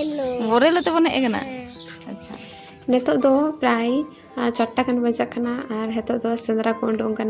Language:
Santali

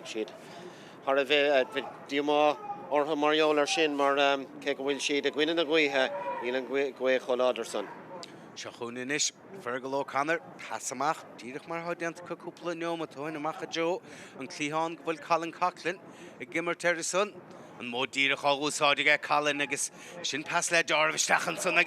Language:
Irish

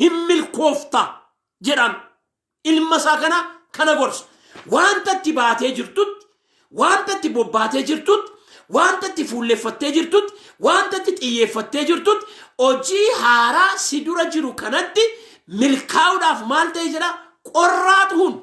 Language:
Oromo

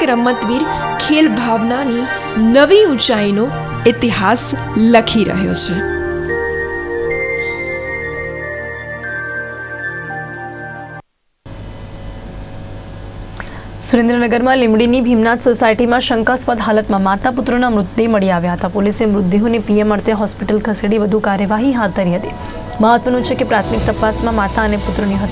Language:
Gujarati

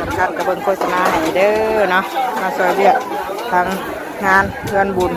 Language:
Northeastern Thai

